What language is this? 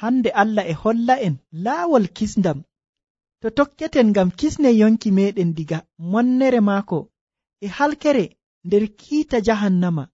Nigerian Fulfulde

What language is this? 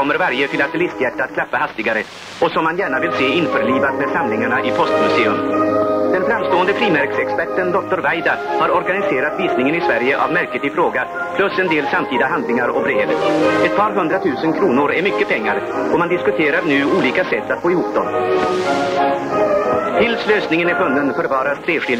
Swedish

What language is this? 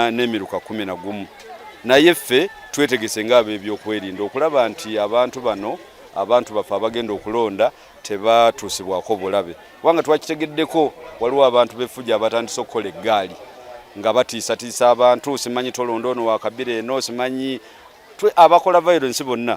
Ganda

